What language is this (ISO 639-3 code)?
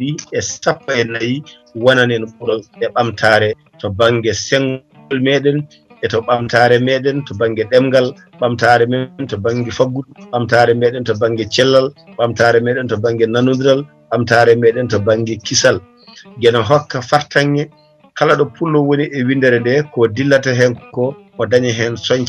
ful